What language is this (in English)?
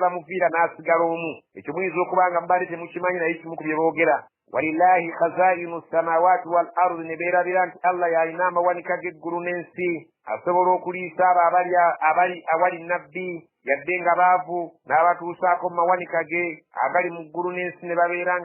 Ganda